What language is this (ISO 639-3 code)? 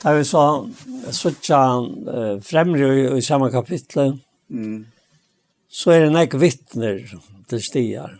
fao